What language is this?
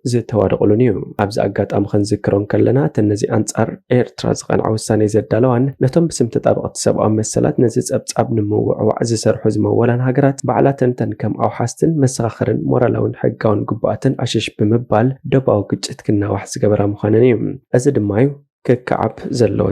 Tigrinya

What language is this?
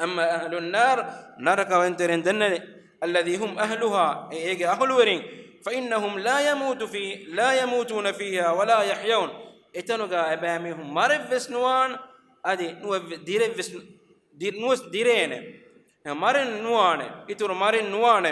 Divehi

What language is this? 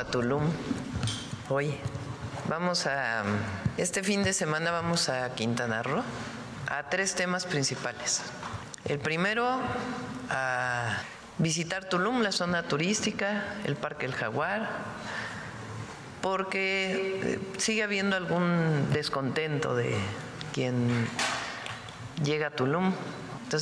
Spanish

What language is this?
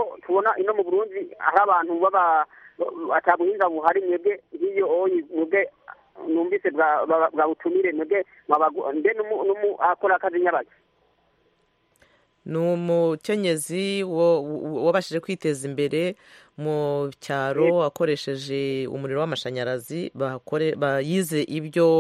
Kinyarwanda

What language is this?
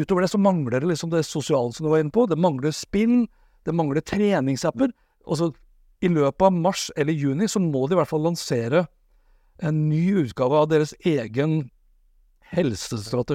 Norwegian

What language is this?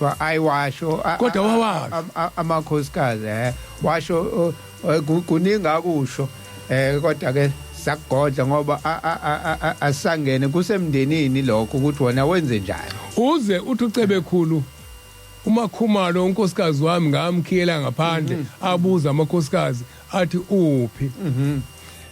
Zulu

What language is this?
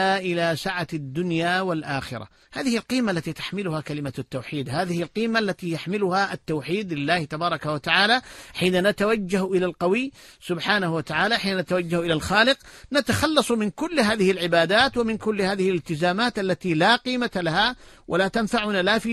Arabic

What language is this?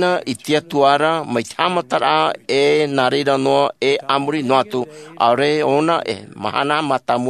Tahitian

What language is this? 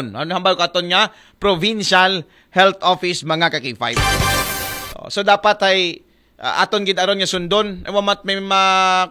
Aklanon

